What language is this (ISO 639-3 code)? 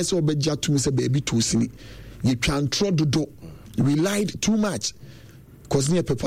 aka